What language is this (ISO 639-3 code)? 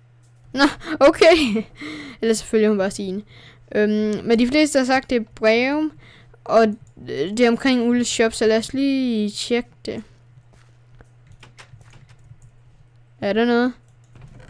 dan